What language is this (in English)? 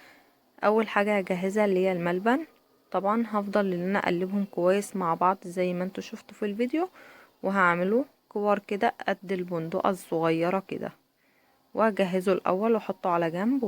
Egyptian Arabic